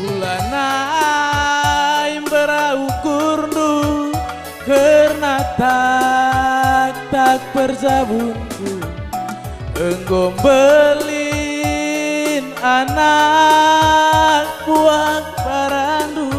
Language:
Batak Karo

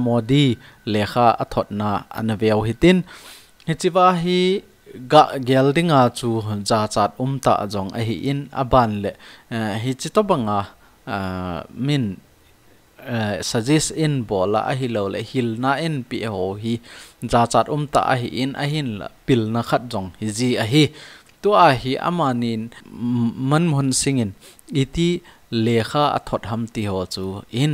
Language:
Thado Chin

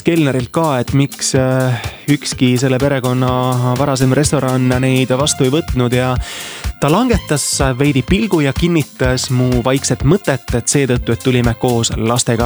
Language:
Estonian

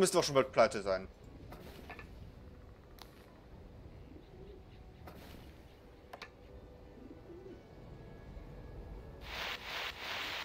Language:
German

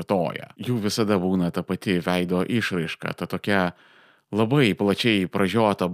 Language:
Lithuanian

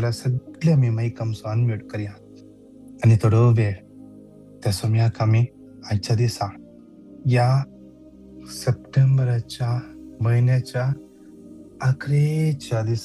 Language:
Konkani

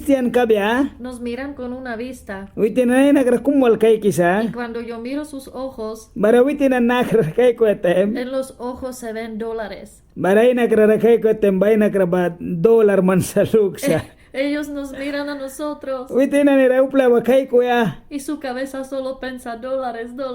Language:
Mískito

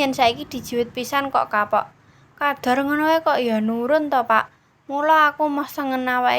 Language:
Javanese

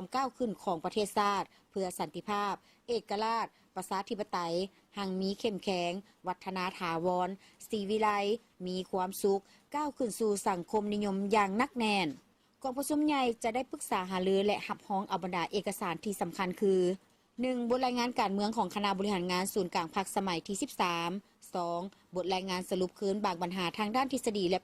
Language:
Lao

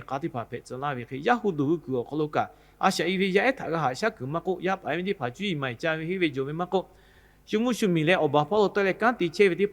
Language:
Lahu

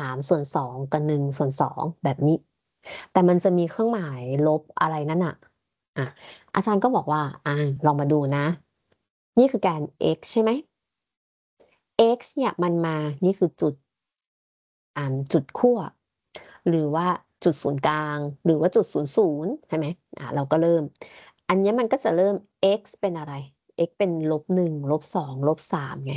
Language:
Thai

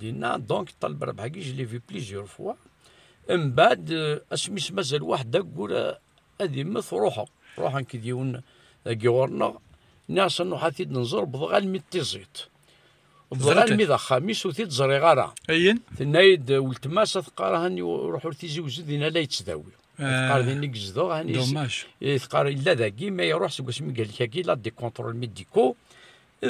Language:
Kabyle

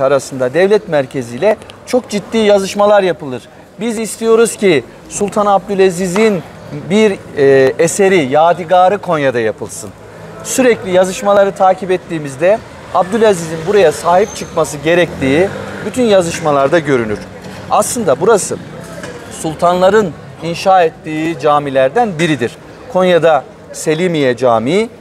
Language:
Turkish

